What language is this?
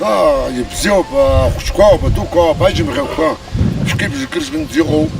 Abkhazian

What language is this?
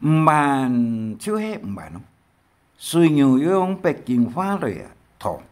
Hakka Chinese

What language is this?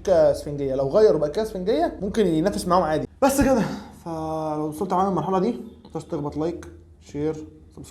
Egyptian Arabic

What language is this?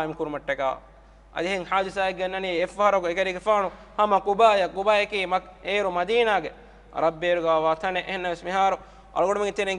Divehi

